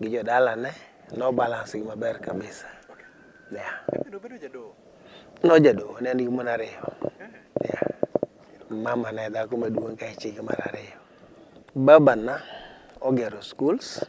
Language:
Luo (Kenya and Tanzania)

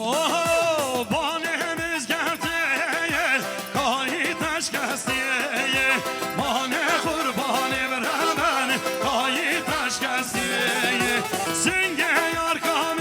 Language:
Kurdish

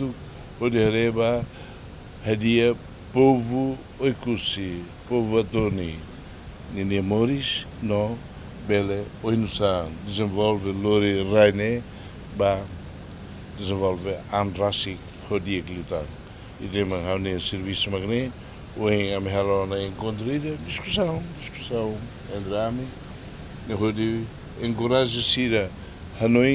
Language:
Tetum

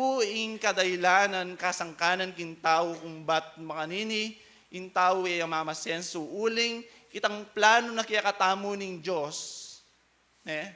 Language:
Pampanga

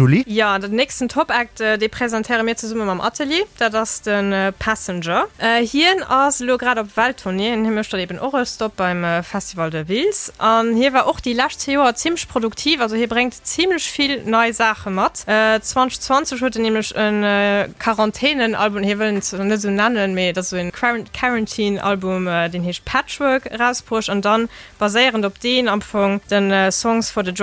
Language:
Luxembourgish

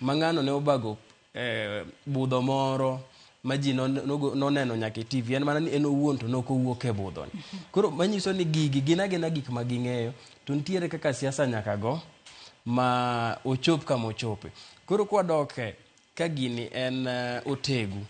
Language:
Luo (Kenya and Tanzania)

